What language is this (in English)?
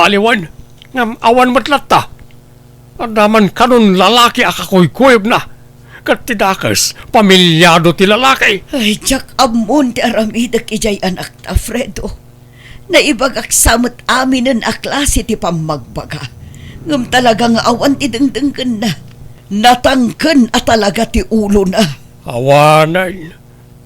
Iloko